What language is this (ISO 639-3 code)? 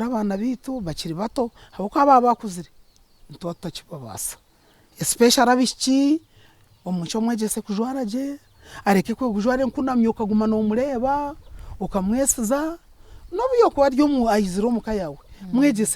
nyn